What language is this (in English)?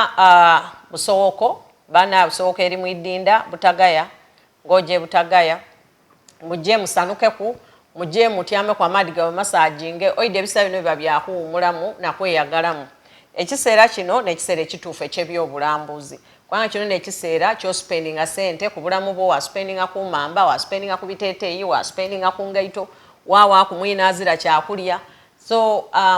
Soga